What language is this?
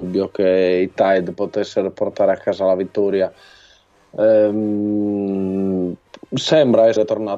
Italian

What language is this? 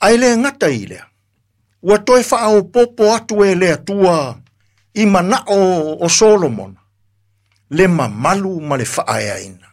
Samoan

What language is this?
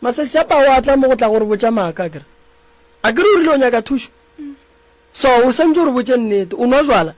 Northern Sotho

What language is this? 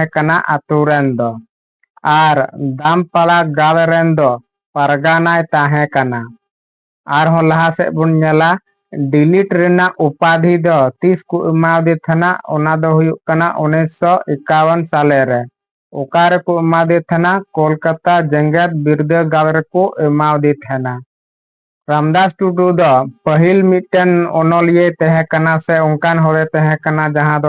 Santali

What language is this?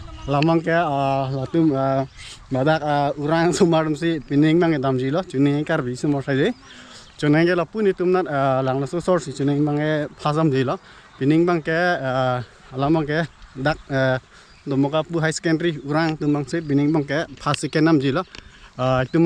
Karbi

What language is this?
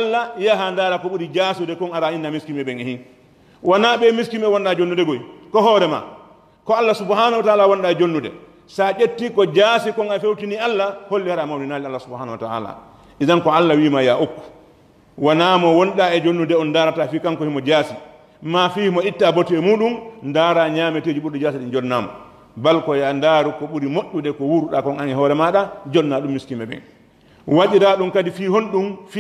Pular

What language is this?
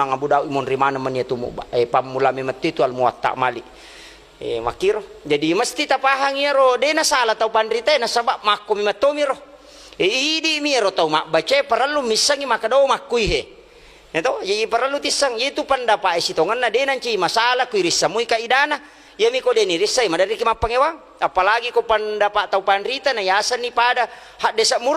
Buginese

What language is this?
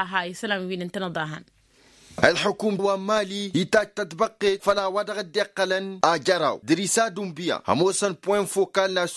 Tamasheq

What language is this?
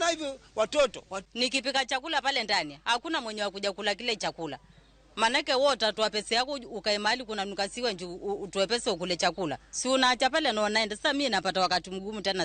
Luo (Kenya and Tanzania)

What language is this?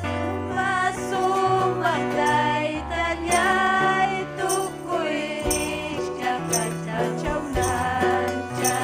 Ayacucho Quechua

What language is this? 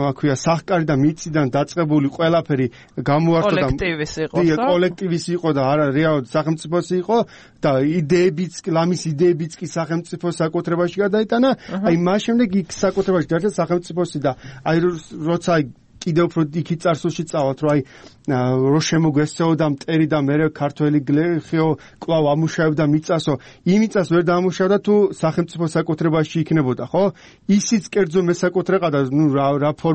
Georgian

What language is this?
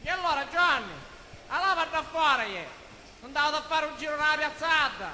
Sicilian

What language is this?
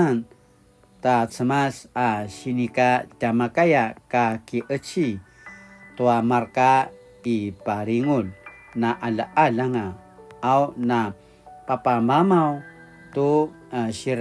Paiwan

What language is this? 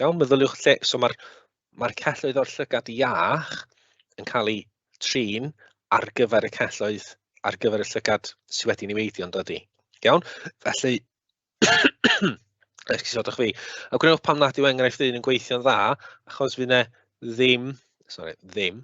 Welsh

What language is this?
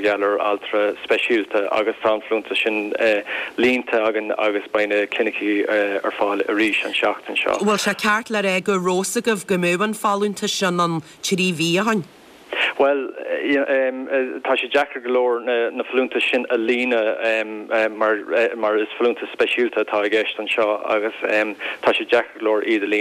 Irish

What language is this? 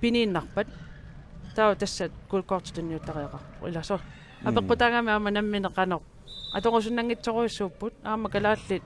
Kalaallisut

